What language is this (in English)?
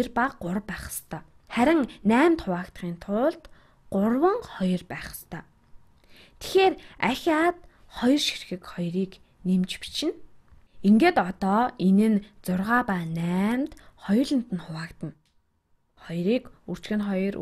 Mongolian